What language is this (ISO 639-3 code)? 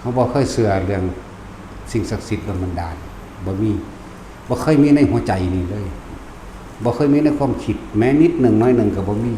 tts